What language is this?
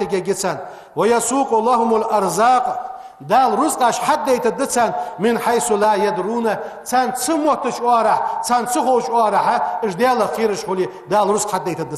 Ingush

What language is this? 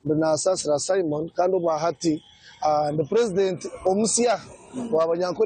Nyankole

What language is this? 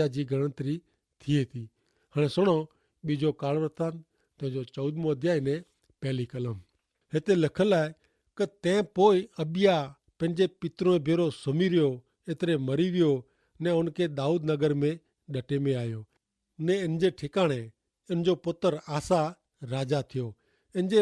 Kachhi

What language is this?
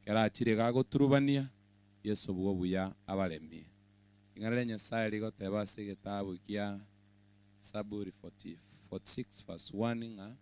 Gusii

